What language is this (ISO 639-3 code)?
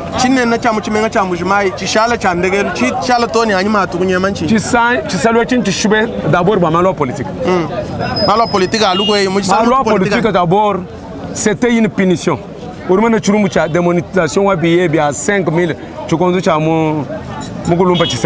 lua